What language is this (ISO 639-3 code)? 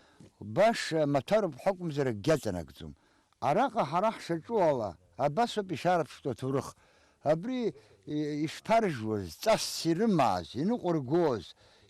abk